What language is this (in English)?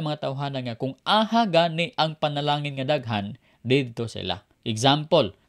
Cebuano